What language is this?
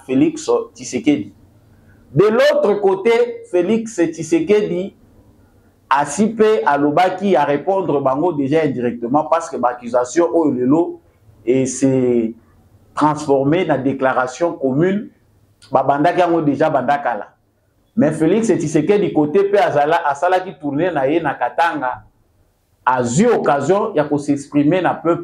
Lingala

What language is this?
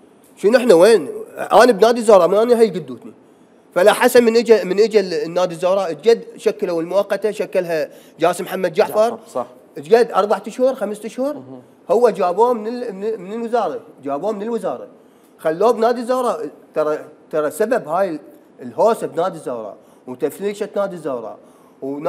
Mesopotamian Arabic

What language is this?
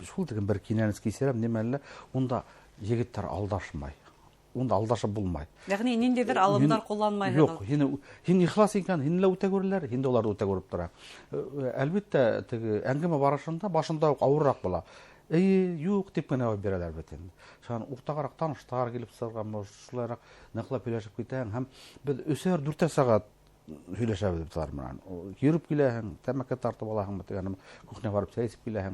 Bashkir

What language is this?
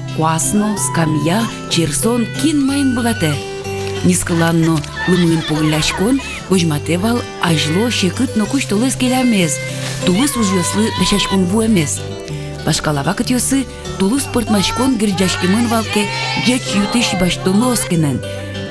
Udmurt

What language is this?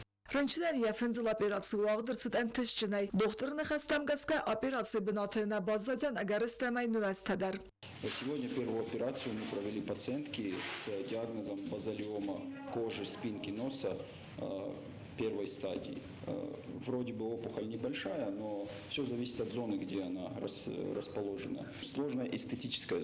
Ossetic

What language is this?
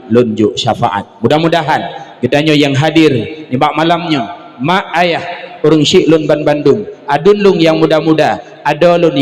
Achinese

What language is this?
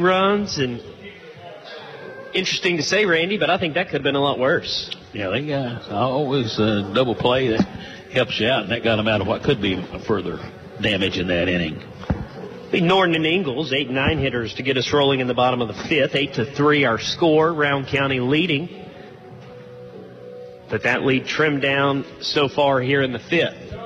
English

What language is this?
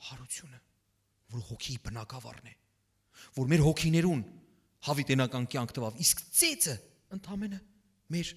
Western Armenian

